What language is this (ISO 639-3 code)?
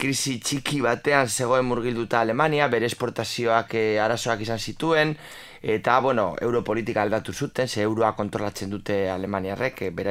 eus